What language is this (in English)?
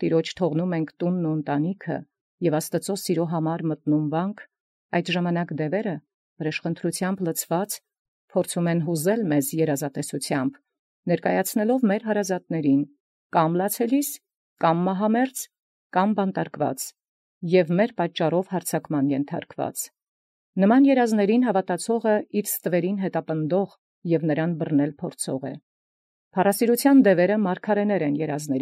Armenian